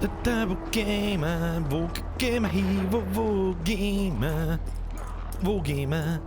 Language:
Bavarian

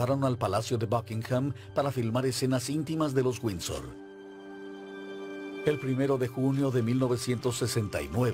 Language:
Spanish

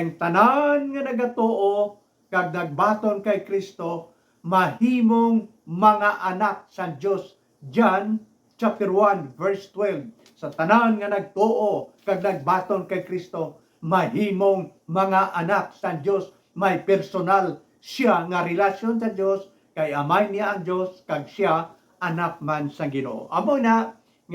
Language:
Hiligaynon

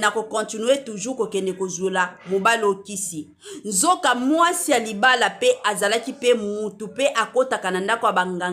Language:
Lingala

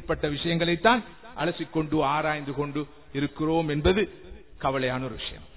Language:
Tamil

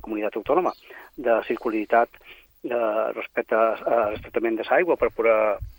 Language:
Catalan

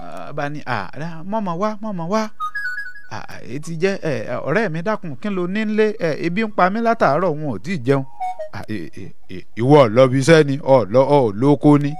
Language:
Yoruba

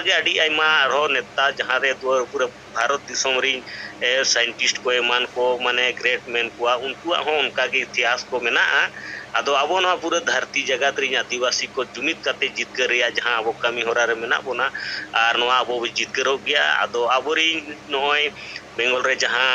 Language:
Santali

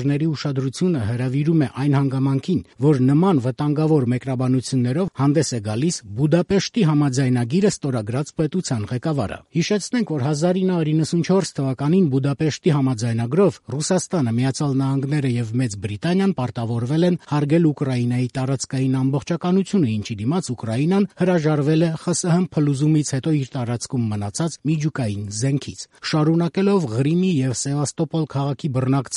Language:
Armenian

